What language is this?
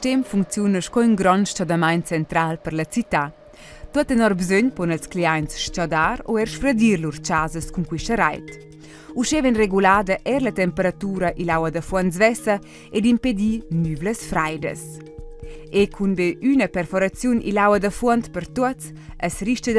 Romansh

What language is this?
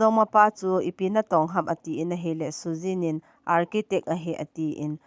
Thado Chin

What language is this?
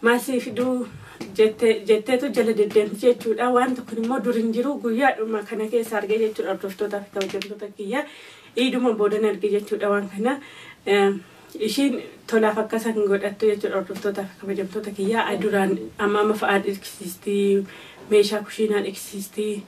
Oromo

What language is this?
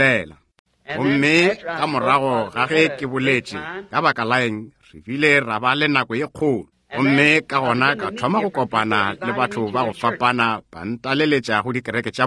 Northern Sotho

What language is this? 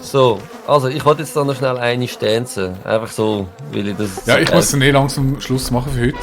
Swiss German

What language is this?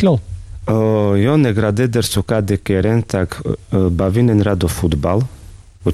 Carpathian Romani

